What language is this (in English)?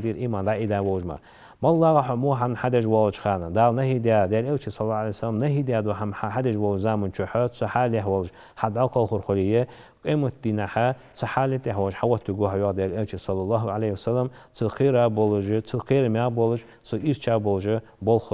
Ingush